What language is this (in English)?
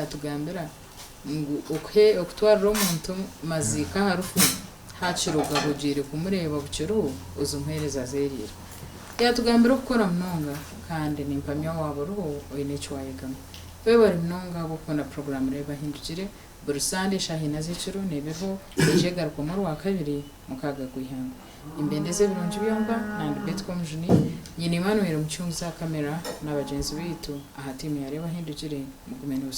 Nyankole